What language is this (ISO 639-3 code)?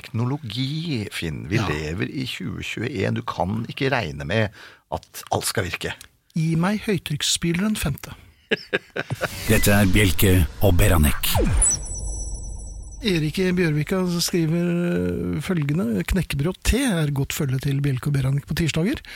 nor